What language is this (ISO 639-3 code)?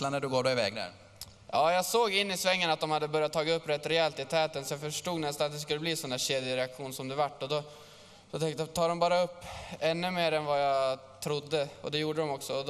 swe